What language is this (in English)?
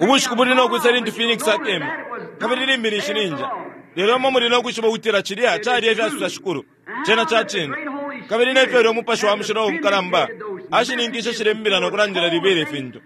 Bemba